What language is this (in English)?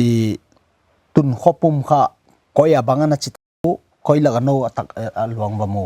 Paite Chin